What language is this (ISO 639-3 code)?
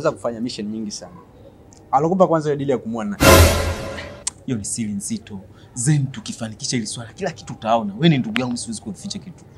swa